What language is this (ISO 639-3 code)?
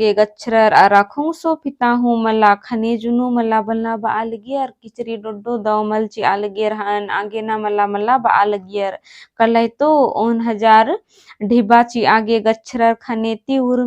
kru